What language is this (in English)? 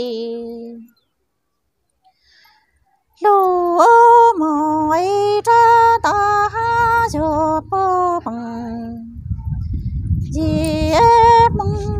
Vietnamese